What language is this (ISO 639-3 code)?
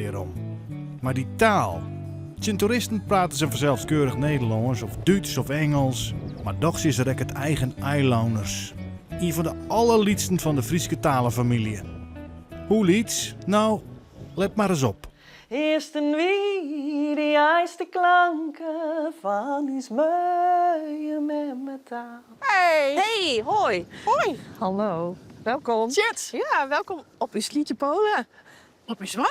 fry